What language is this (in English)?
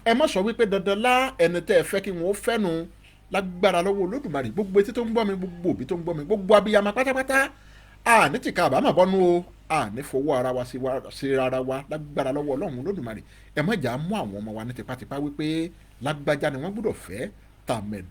Yoruba